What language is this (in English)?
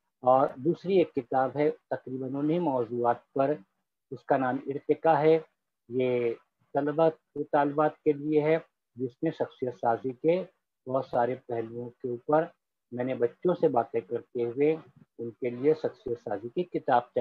Urdu